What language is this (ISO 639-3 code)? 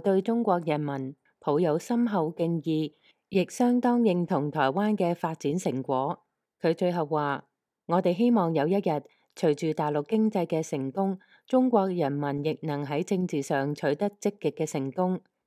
yue